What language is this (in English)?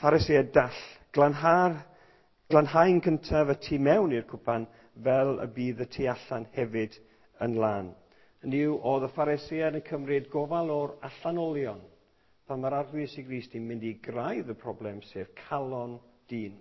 Welsh